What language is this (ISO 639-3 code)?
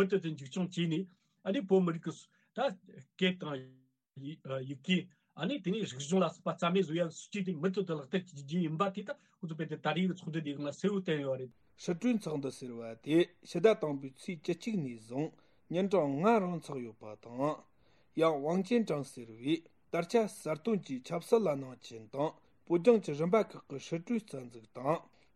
bod